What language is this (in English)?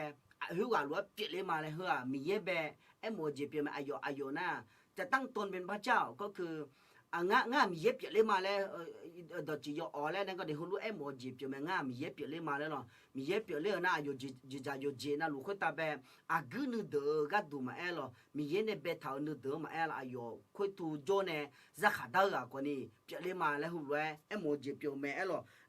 Akha